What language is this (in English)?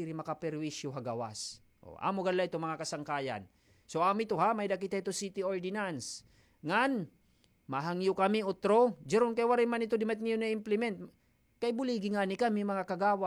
Waray